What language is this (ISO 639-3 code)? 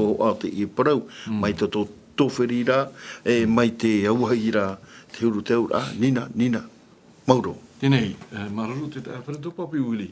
tah